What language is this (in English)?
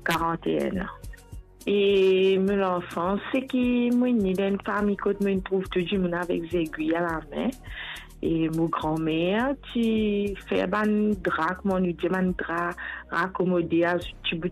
Morisyen